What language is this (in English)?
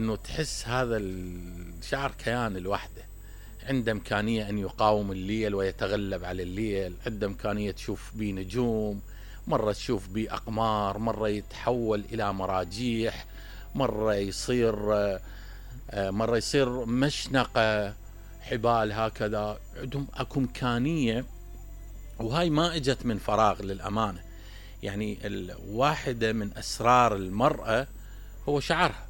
Mesopotamian Arabic